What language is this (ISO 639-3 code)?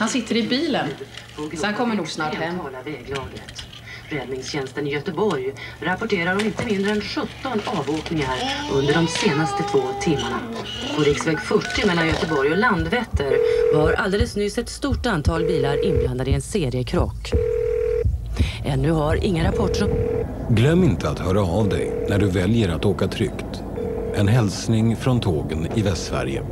swe